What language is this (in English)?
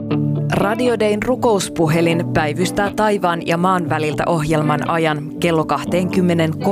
Finnish